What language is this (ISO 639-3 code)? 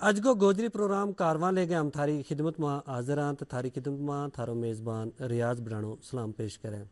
gju